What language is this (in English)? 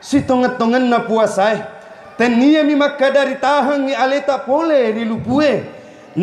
Buginese